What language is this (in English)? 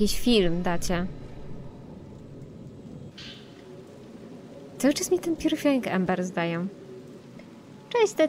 Polish